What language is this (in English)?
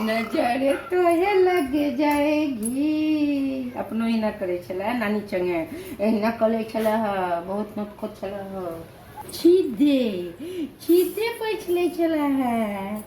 Maithili